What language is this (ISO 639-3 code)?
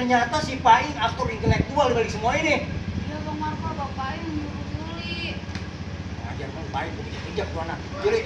bew